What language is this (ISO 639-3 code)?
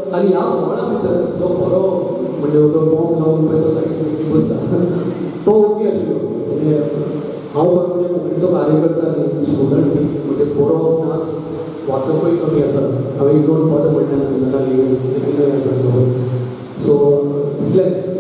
kok